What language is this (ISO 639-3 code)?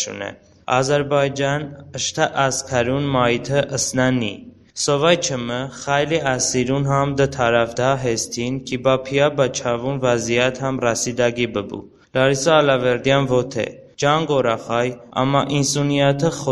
tly